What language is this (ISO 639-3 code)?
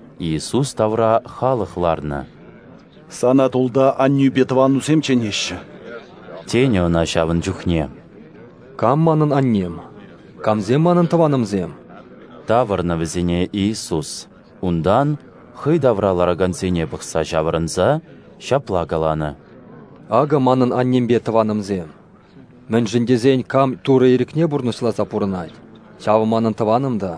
chv